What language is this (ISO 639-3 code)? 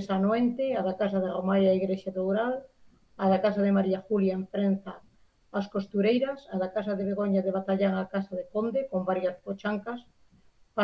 glg